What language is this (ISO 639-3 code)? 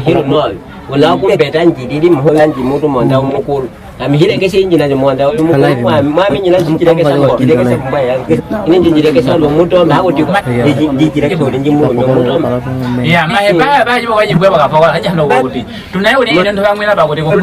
nyk